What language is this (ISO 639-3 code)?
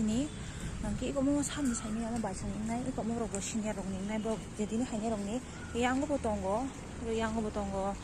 trp